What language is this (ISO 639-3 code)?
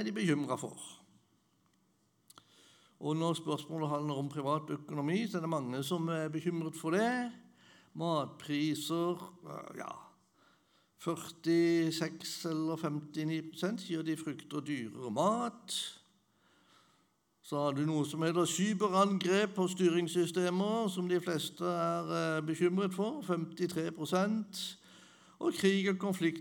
nor